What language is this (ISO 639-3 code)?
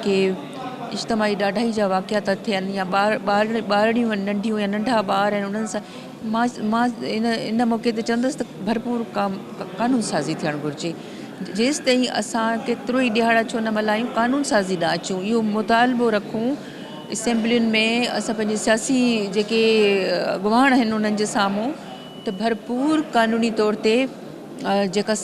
snd